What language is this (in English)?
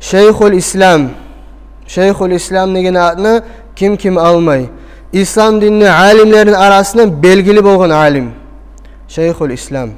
Kumyk